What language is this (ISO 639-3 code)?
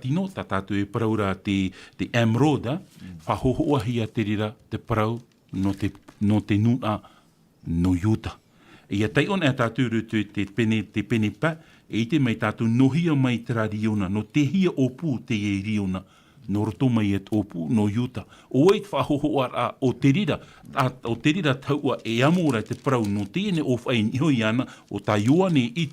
tah